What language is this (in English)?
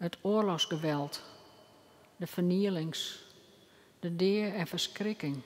Western Frisian